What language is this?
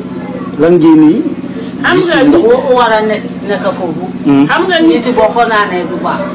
Wolof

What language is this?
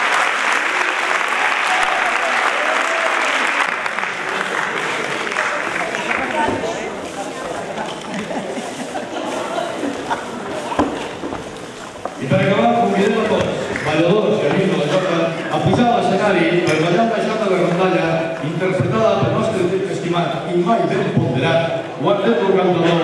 Catalan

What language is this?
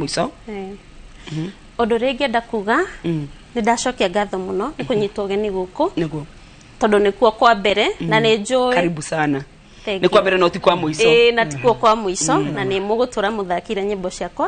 Kikuyu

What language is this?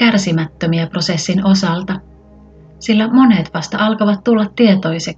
Finnish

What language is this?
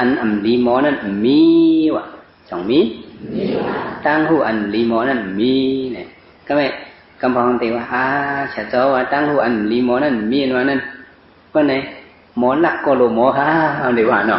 Shan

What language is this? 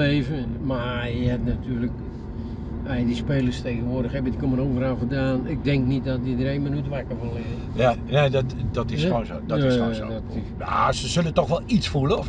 Dutch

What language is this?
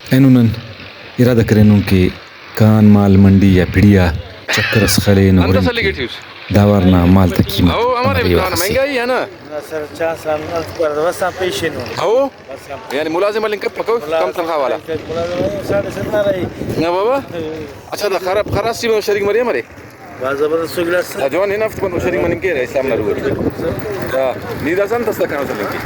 Brahui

